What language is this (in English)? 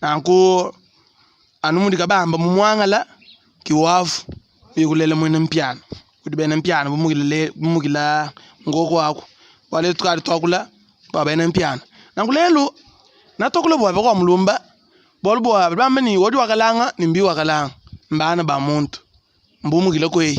Luba-Lulua